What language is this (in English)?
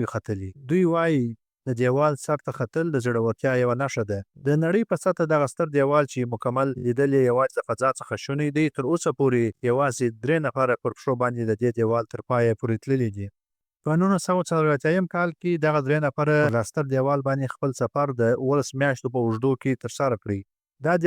Pashto